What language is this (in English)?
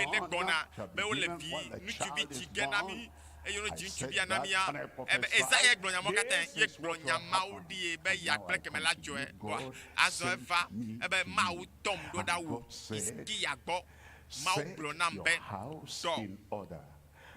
Ewe